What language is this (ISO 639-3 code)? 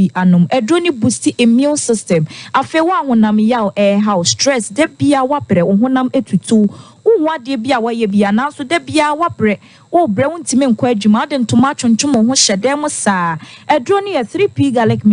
aka